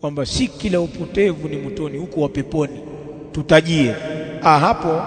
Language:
Swahili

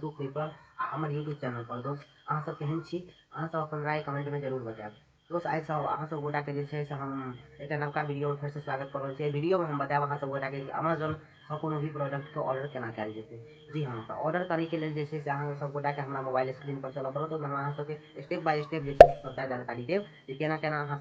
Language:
Maithili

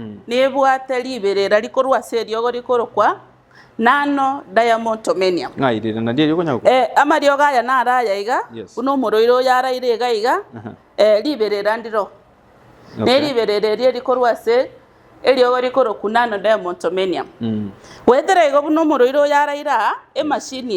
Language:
Gusii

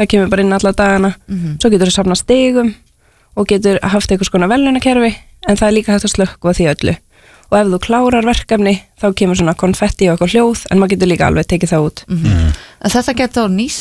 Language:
Icelandic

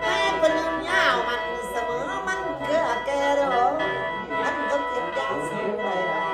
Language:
Northeastern Thai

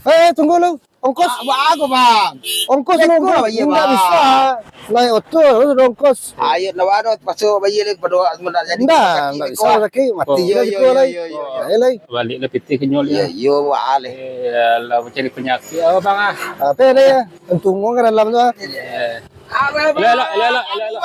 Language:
Minangkabau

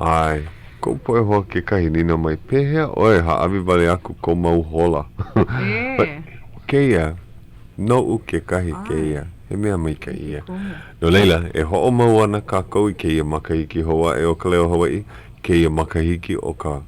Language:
Hawaiian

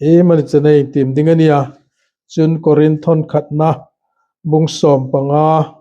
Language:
Hmar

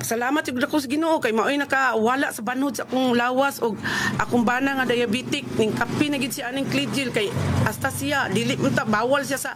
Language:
Cebuano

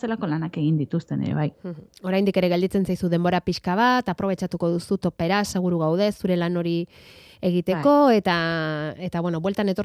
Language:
Basque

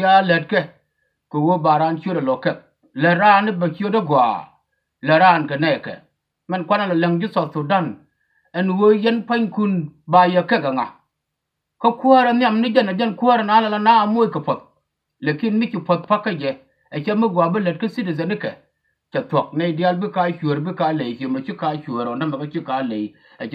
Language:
Nuer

